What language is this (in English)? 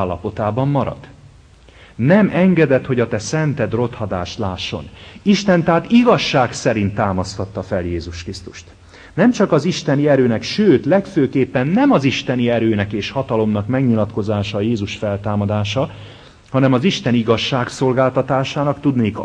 Hungarian